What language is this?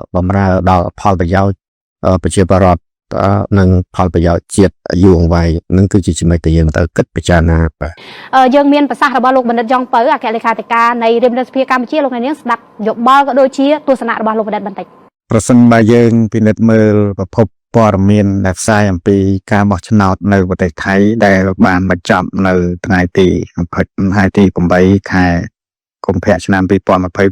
Khmer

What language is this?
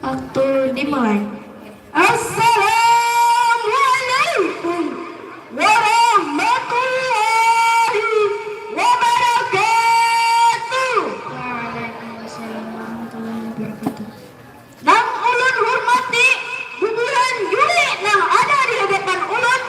Banjar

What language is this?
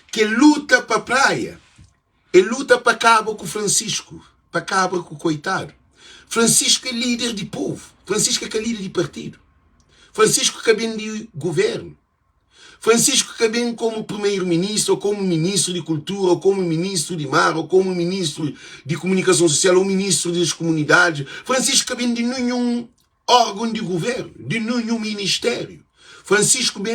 Kabuverdianu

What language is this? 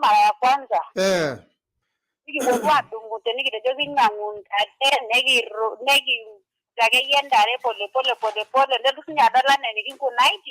Masai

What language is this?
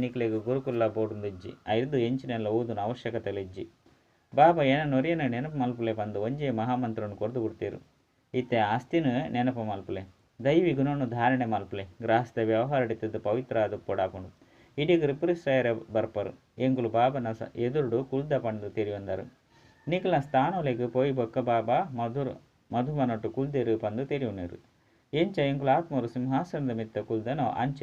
Tulu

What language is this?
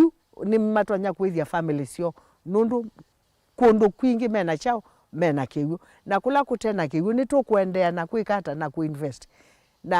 Kamba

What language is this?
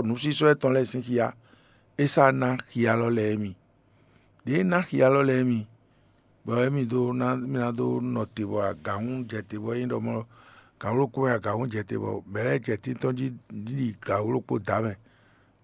Fon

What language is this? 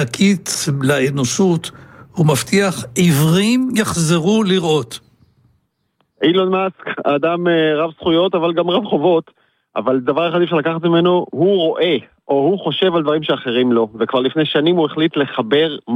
Hebrew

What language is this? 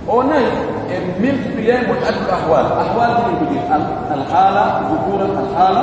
Pular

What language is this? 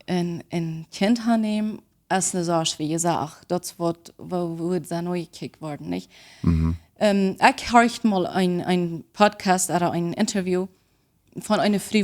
Plautdietsch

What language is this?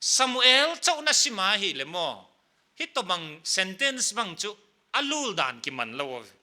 Paite Chin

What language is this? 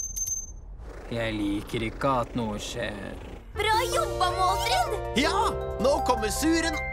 Norwegian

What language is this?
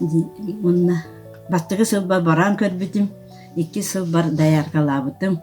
Yakut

